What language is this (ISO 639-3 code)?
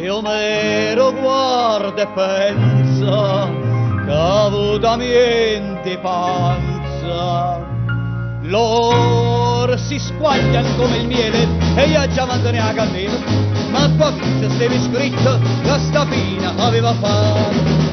nap